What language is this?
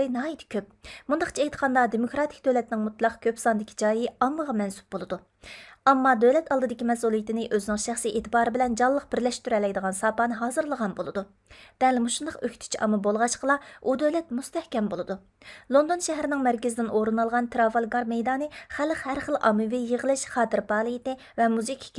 Uyghur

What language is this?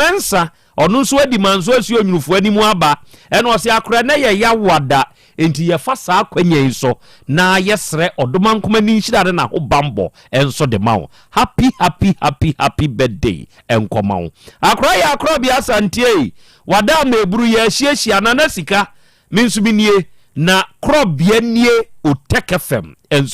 Akan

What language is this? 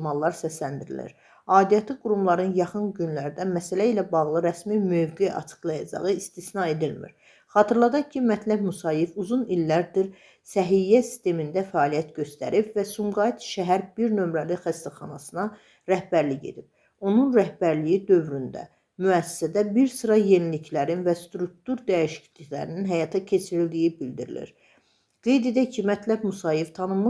Azerbaijani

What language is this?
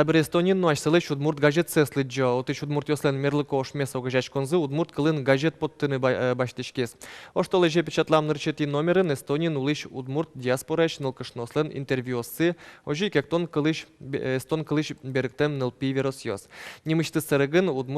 Udmurt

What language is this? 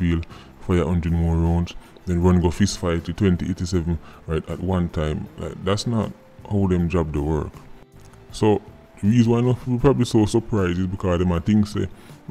Jamaican Creole English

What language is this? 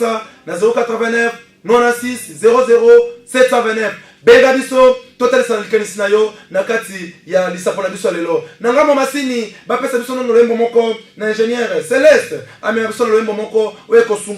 Lingala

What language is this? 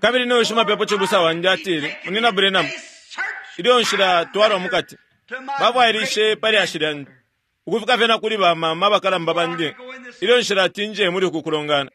Bemba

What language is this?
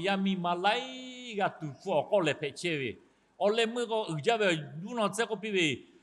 Lahu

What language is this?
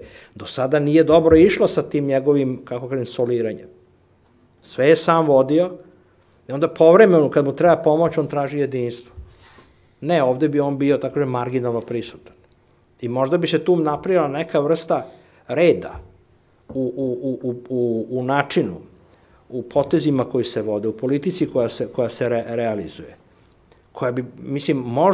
Serbian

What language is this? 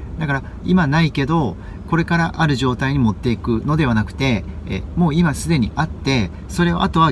Japanese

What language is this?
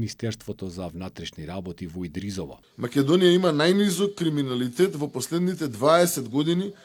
Macedonian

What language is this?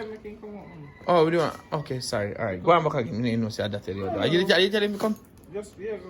Jamaican Creole English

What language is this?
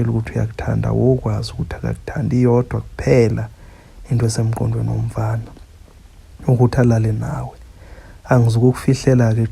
Zulu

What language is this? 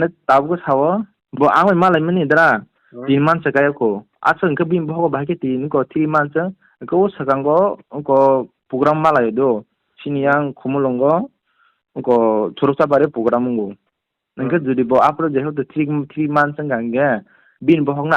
Kok Borok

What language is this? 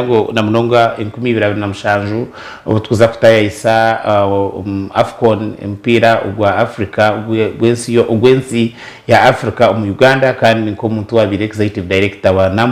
Nyankole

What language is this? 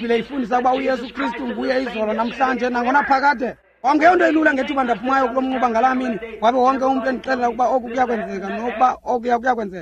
Xhosa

